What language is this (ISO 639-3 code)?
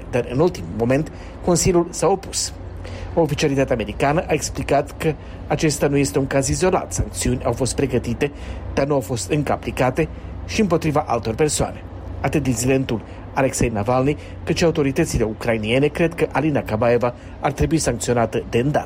ron